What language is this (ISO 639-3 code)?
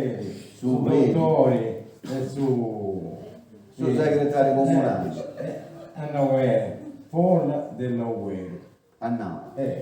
srd